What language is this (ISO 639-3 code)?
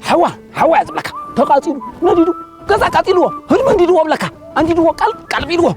tir